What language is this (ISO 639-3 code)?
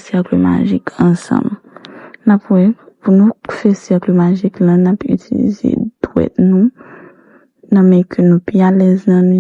hat